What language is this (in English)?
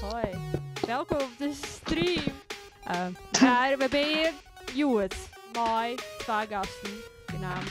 Western Frisian